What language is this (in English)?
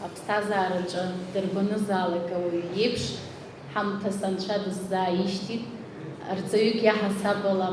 Abkhazian